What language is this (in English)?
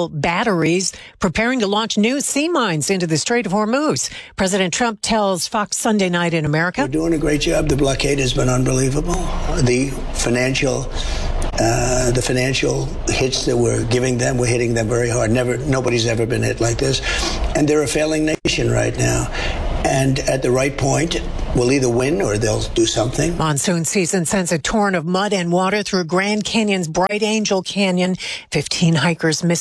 English